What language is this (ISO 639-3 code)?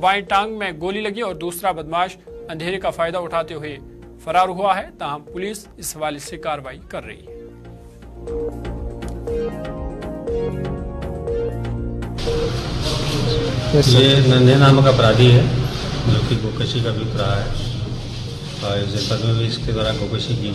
hin